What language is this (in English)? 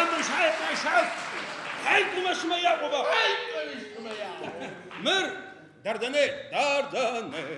Adyghe